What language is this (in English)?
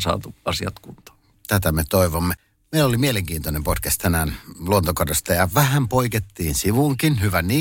Finnish